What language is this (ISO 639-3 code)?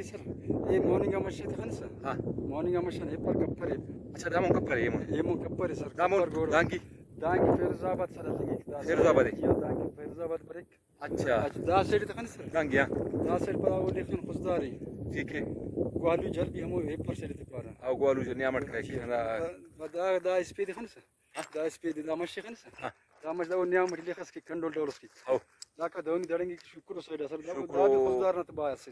brh